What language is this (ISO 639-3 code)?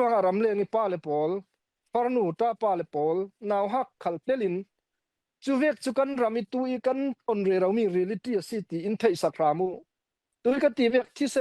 cfm